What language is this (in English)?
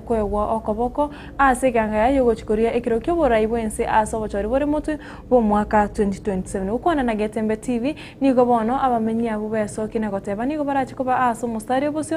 Gusii